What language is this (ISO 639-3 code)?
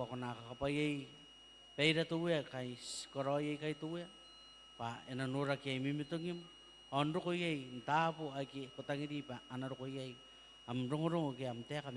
gil